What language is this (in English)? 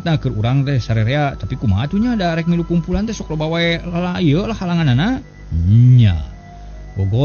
Sundanese